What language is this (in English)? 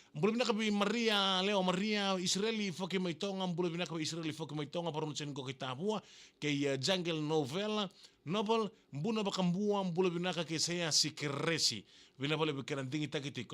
Fijian